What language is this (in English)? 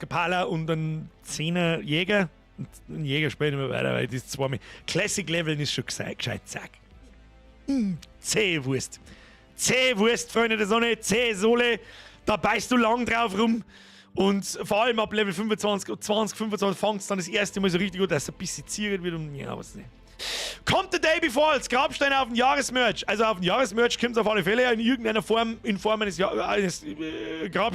Bavarian